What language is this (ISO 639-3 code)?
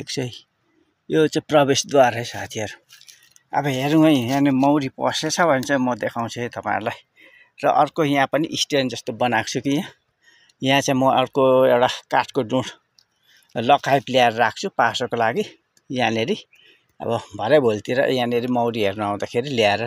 nep